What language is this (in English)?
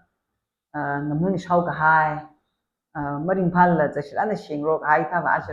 Tangkhul Naga (India)